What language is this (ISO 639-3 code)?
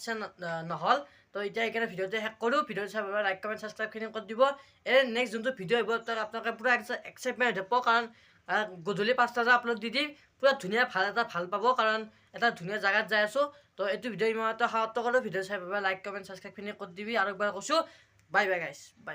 asm